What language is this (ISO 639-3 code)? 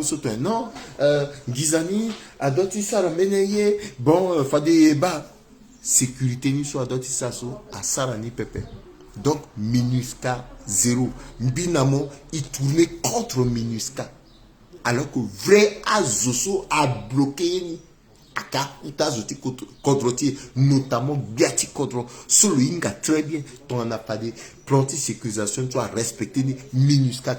sag